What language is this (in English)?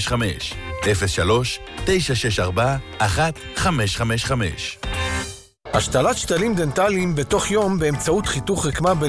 Hebrew